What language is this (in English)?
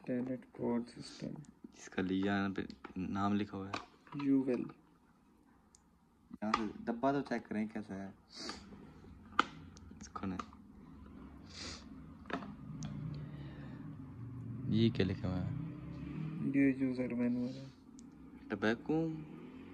Hindi